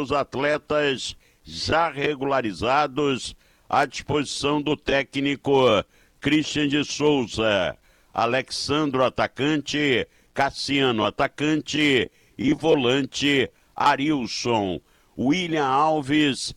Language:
Portuguese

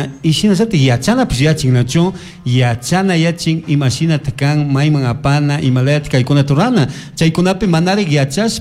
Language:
Chimborazo Highland Quichua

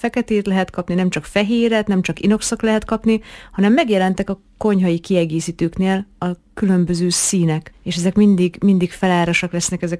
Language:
Hungarian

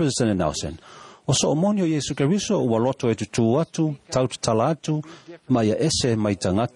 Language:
Samoan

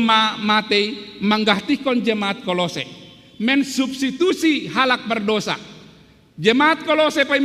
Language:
Batak Simalungun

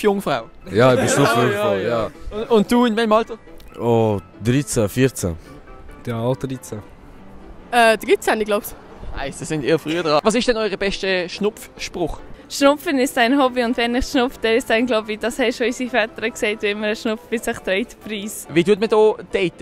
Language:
Swiss German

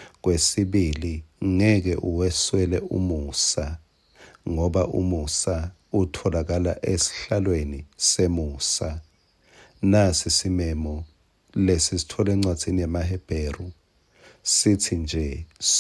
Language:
Swati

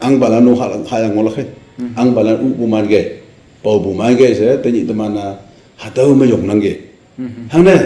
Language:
Naga Pidgin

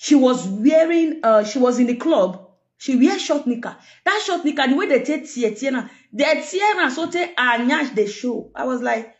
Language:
Nigerian Pidgin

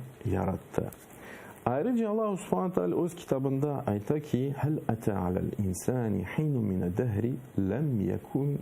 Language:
Crimean Tatar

